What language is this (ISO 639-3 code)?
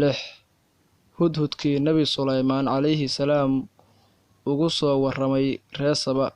som